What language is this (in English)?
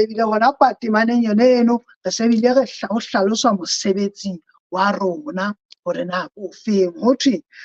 Southern Sotho